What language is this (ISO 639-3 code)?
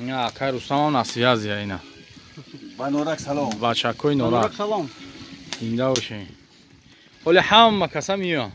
tgk